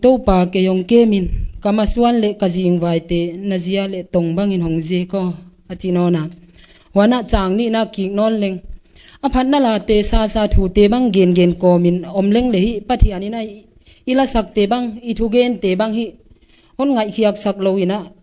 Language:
Paite Chin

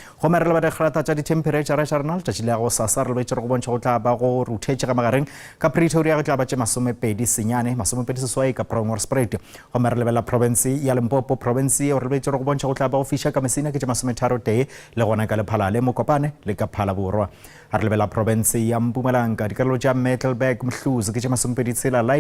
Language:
Northern Sotho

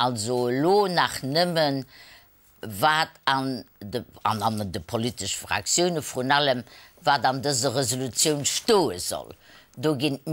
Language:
Luxembourgish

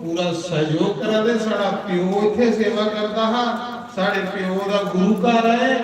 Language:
Dogri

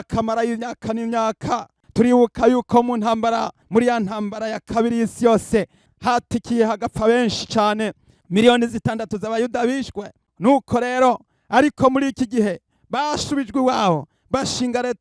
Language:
Rundi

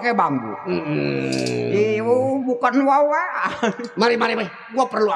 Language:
Betawi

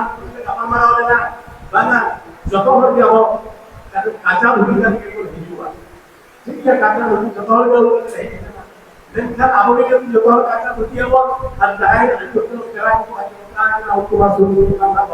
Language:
Santali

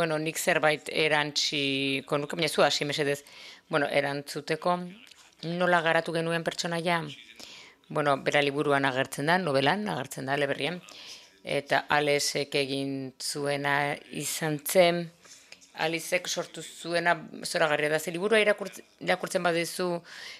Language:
Basque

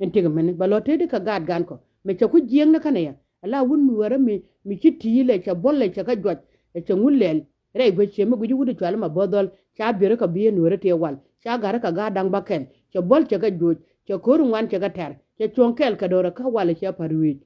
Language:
Nuer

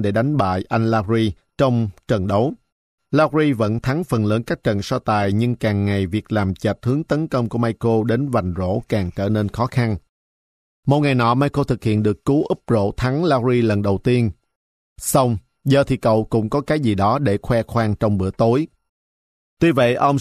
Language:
Vietnamese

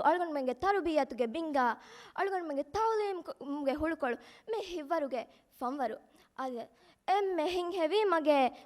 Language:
Divehi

